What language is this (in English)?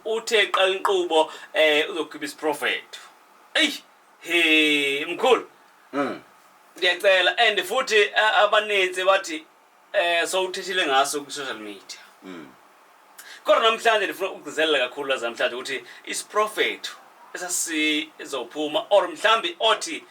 Zulu